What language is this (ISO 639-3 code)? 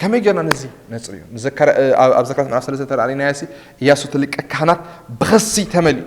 tir